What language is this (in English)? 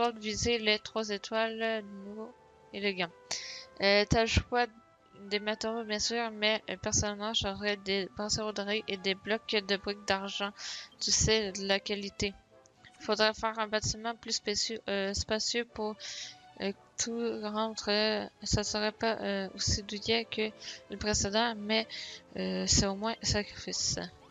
French